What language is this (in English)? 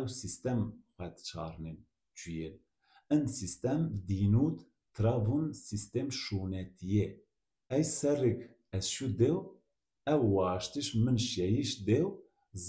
Zaza